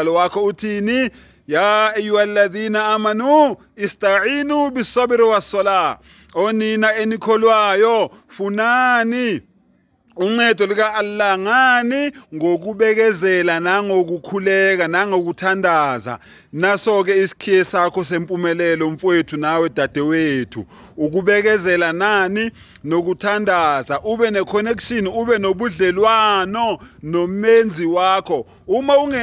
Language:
Zulu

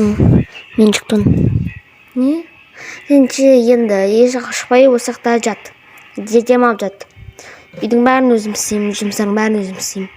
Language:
Kazakh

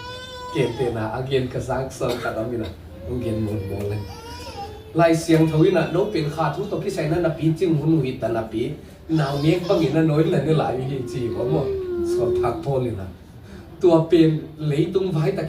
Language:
Tedim Chin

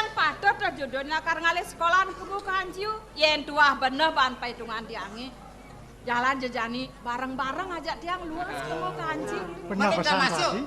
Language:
Balinese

